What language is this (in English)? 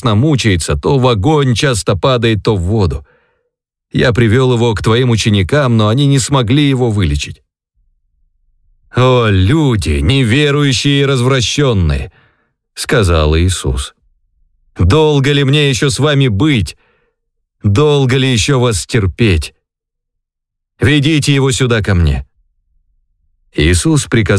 Russian